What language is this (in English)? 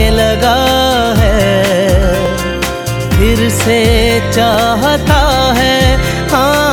Hindi